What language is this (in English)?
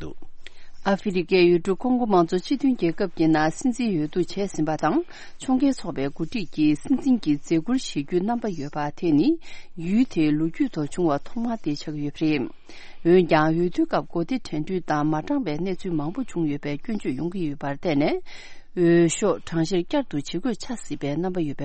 Tibetan